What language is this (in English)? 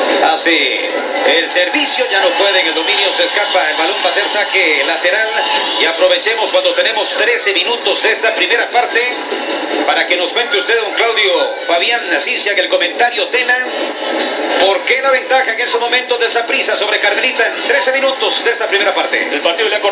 Spanish